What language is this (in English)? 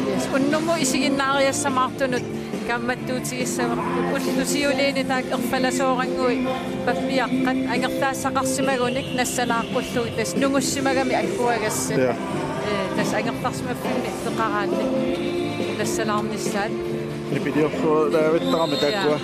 Kalaallisut